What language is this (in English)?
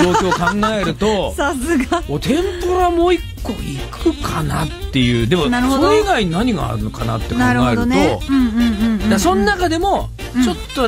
Japanese